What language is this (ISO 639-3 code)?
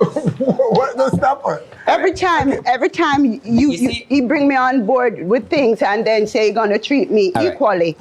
jam